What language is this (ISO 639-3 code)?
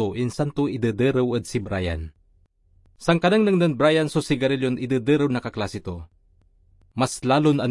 pag